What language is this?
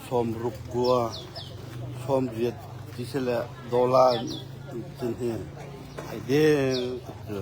Hakha Chin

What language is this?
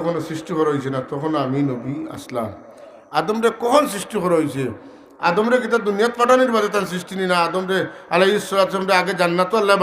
Sylheti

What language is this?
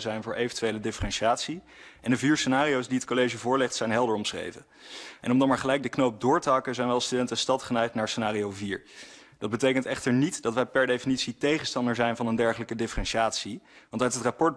Dutch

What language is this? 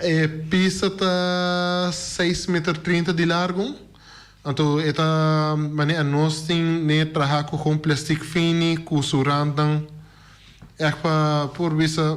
Papiamento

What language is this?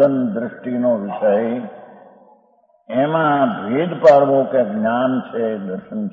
Gujarati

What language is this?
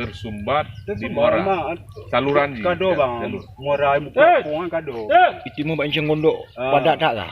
Achinese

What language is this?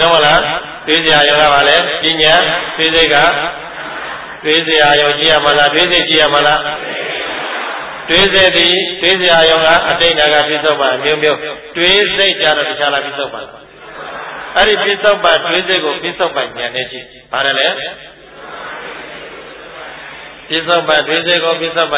Burmese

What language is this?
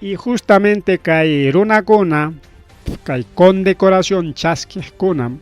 Ayacucho Quechua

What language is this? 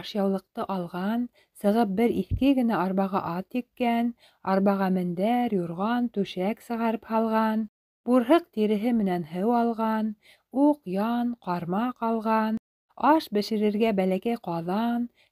Bashkir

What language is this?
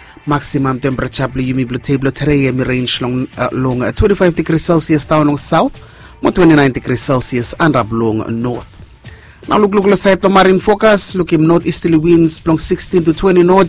Bislama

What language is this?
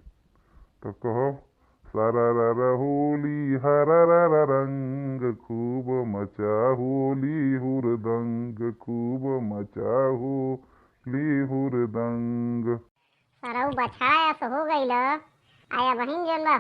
Bhojpuri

